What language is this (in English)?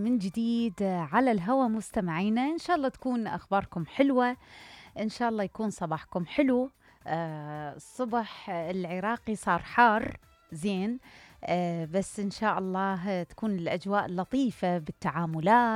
Mesopotamian Arabic